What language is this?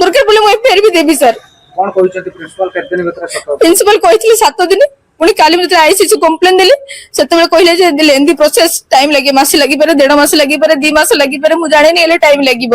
Odia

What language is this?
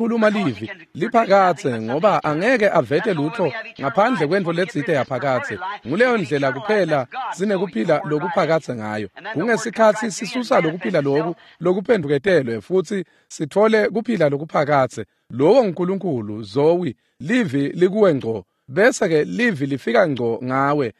Swati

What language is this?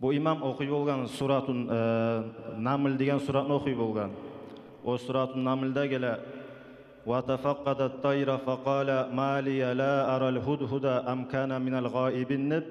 Kumyk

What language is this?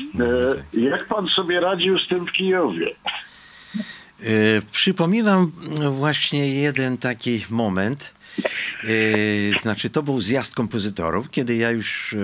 Polish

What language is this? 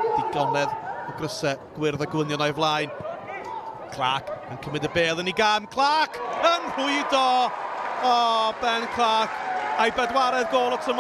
Welsh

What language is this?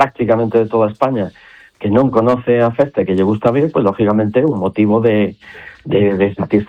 Galician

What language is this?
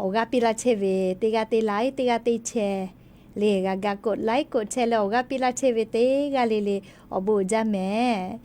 Lahu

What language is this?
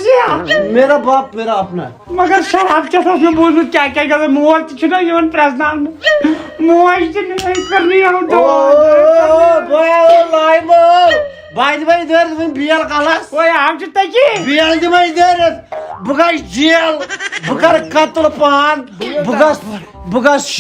Kashmiri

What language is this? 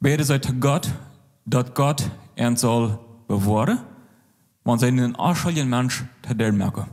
Plautdietsch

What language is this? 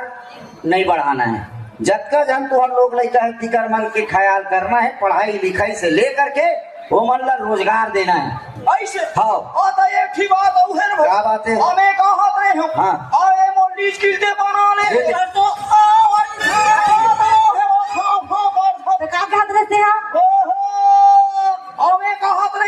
Chhattisgarhi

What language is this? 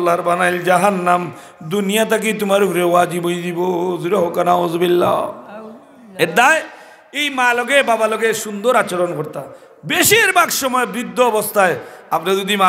Sylheti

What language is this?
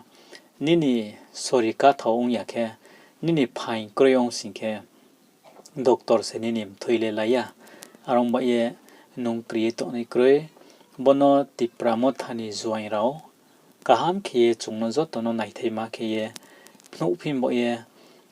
Riang (India)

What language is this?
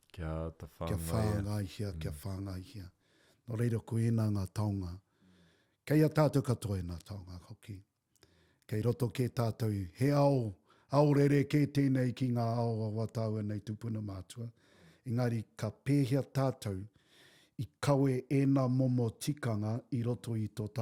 Māori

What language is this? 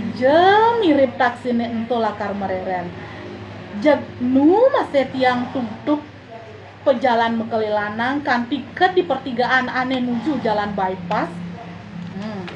Balinese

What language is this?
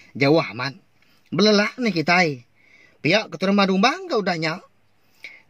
Iban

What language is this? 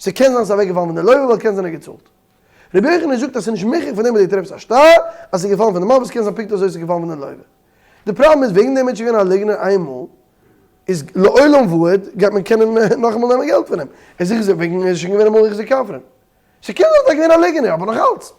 Yiddish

